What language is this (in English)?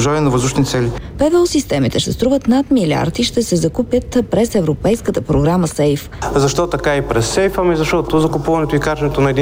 Bulgarian